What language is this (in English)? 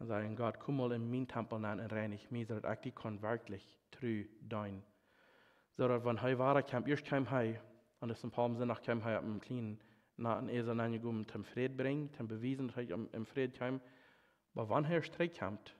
Plautdietsch